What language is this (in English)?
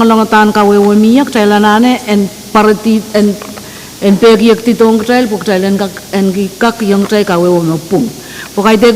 Pohnpeian